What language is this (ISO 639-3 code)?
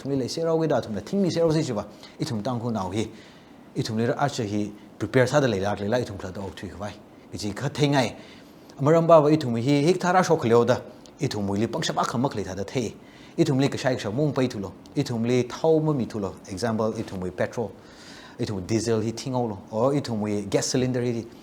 nmf